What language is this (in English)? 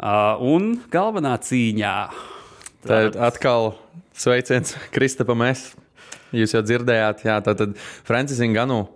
Latvian